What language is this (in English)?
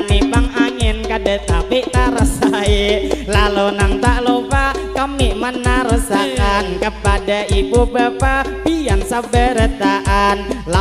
Banjar